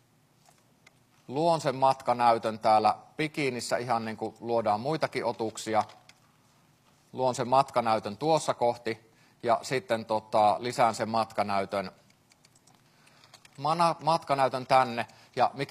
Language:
Finnish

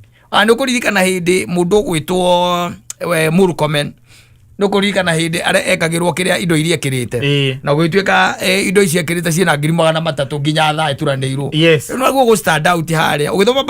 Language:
Kikuyu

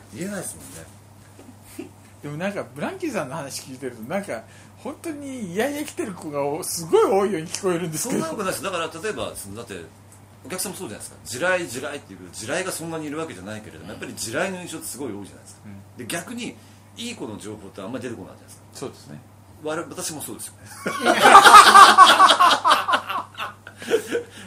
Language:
Japanese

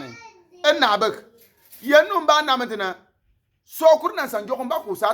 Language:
Bimoba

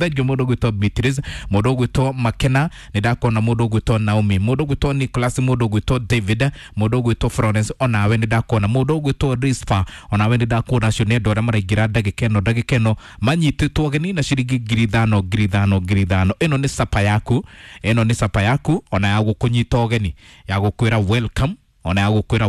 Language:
Kikuyu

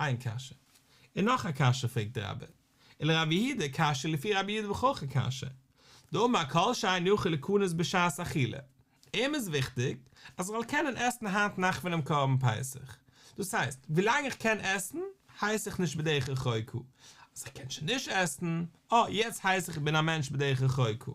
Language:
Yiddish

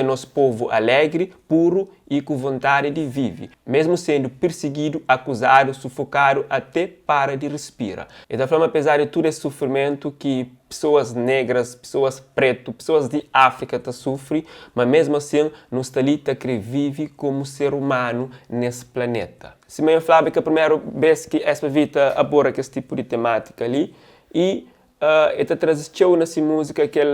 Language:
Kabuverdianu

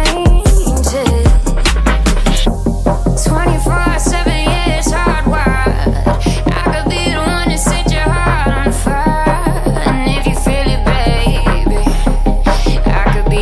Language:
English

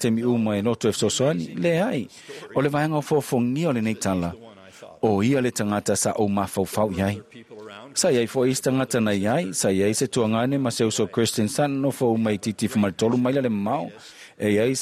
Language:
Samoan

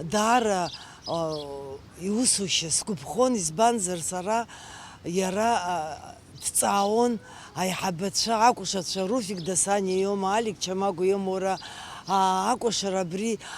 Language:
Abkhazian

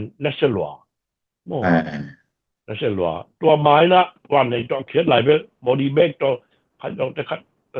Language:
Tedim Chin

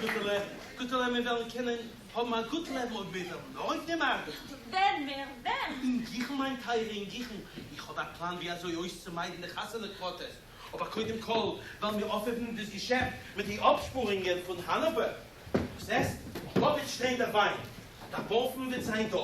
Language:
Yiddish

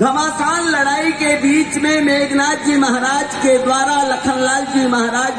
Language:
Chhattisgarhi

